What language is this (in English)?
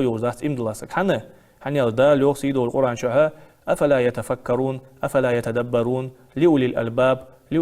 Ingush